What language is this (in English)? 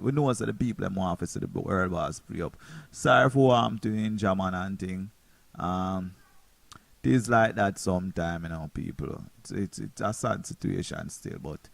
Jamaican Creole English